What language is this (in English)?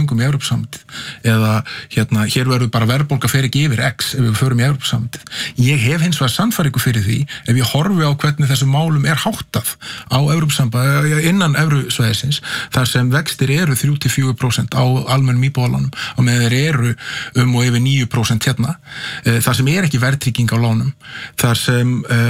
Icelandic